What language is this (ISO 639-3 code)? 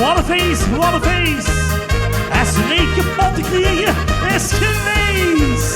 lim